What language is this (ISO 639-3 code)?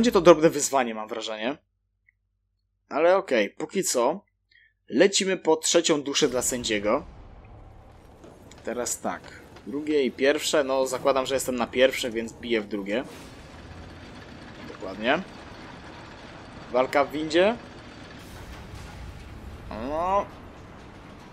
pol